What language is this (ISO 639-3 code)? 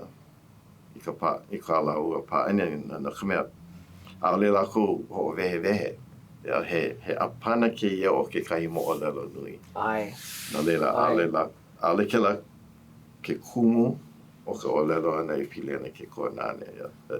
haw